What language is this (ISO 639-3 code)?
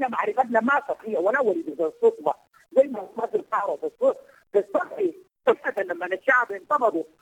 apd